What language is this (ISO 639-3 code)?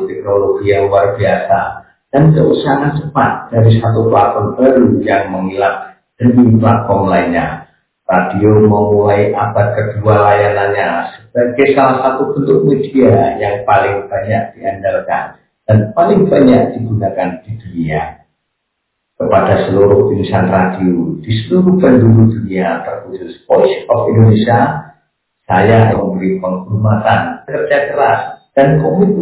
ind